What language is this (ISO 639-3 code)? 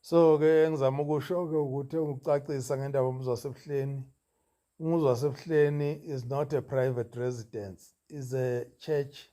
zul